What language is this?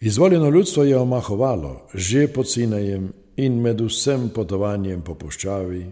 Slovenian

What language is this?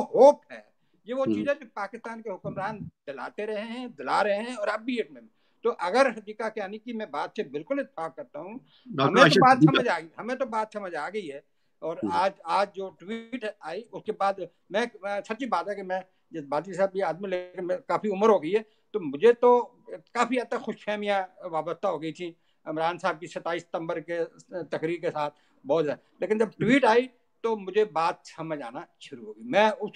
Urdu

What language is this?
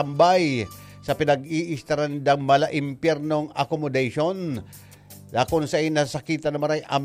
Bikol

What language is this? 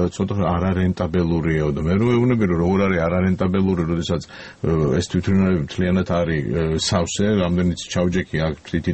Georgian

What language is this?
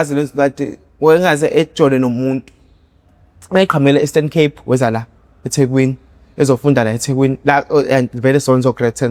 Zulu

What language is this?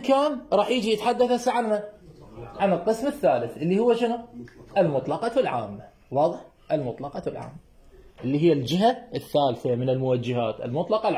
Mesopotamian Arabic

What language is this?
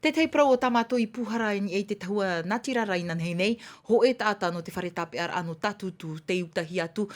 Tahitian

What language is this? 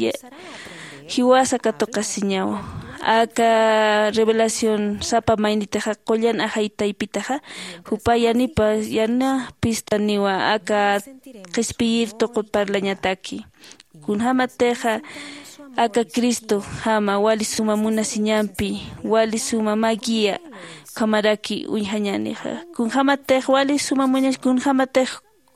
Aymara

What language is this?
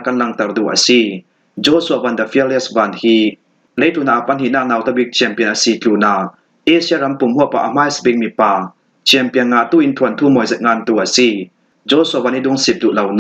Falam Chin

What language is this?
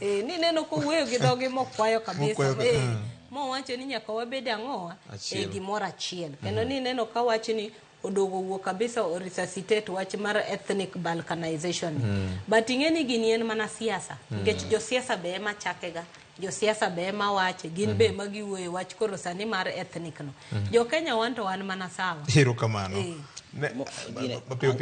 Luo (Kenya and Tanzania)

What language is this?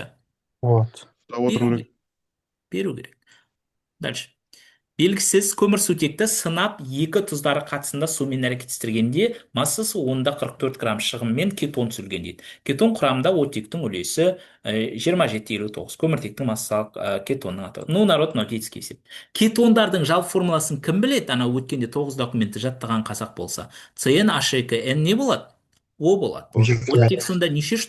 Kazakh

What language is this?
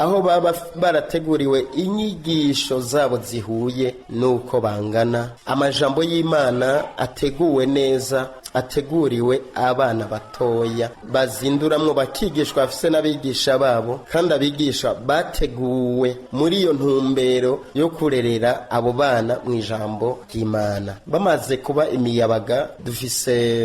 Rundi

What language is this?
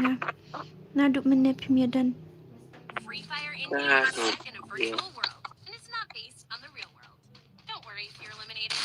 Khasi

